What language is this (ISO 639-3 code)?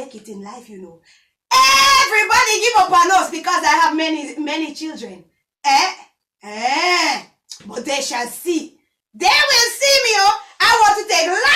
jam